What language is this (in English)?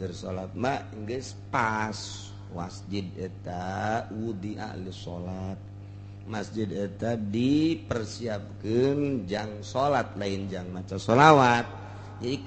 Sundanese